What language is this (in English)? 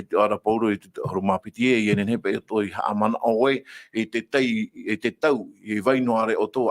Tahitian